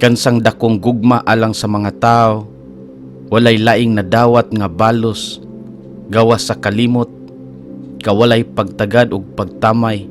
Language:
Cebuano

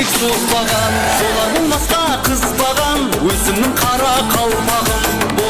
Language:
Kara-Kalpak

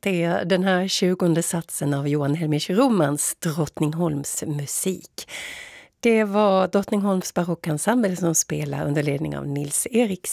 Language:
Swedish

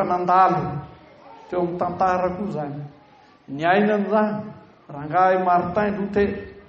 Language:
Malagasy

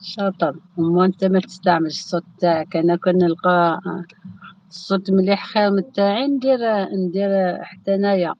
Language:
Algerian Arabic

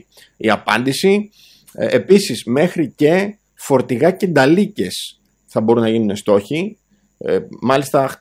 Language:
Greek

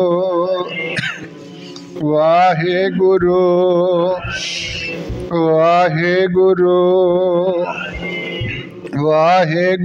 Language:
Punjabi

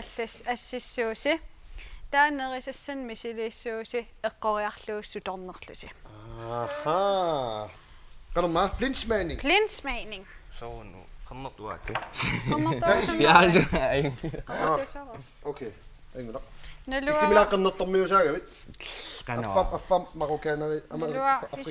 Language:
Kalaallisut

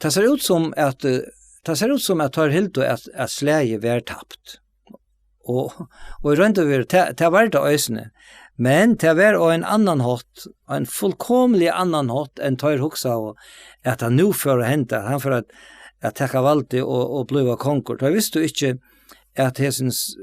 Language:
Faroese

